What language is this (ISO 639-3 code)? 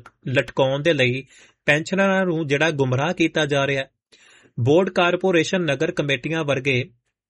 pan